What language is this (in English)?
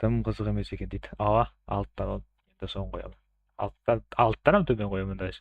Kara-Kalpak